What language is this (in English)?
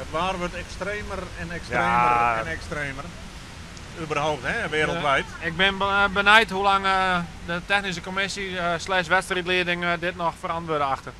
Western Frisian